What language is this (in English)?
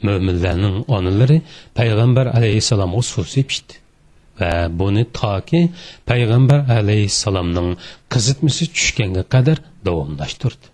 Uyghur